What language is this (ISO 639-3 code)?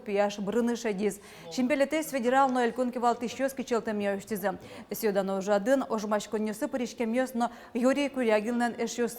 udm